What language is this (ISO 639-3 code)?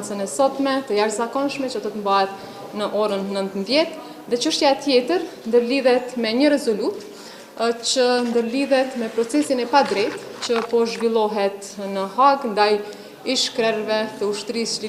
sqi